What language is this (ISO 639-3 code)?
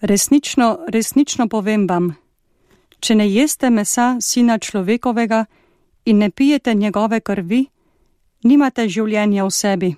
slv